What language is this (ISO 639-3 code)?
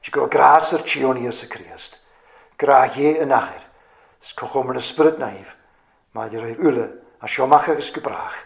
cym